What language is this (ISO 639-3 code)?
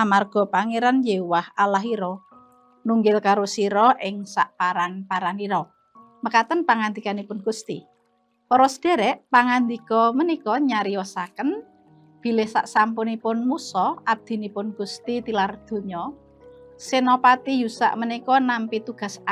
jav